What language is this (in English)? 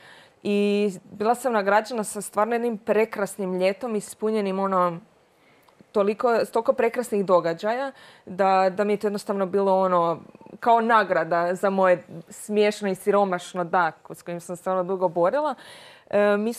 Croatian